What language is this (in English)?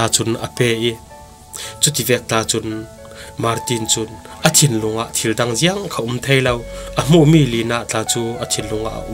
Falam Chin